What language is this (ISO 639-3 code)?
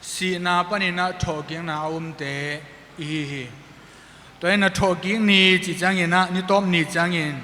ctd